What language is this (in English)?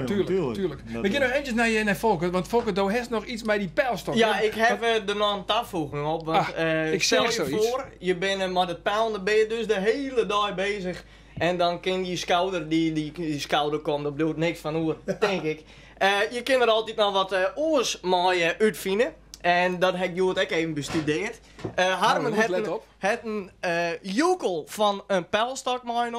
Western Frisian